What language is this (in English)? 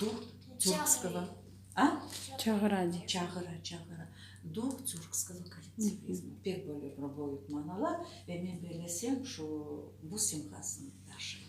Crimean Tatar